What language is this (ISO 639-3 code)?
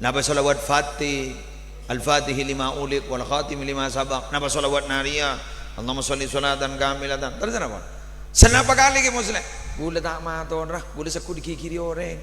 mad